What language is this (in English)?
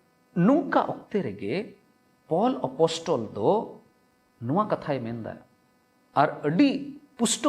Santali